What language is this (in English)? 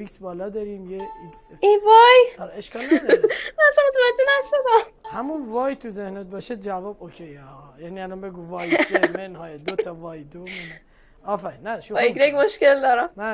Persian